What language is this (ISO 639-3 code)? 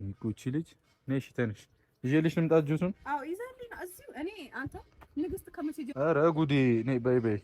amh